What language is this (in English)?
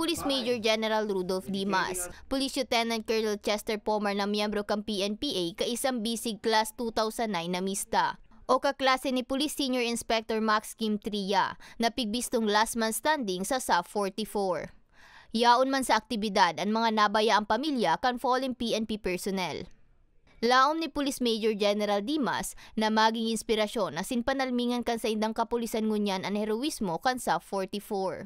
Bikol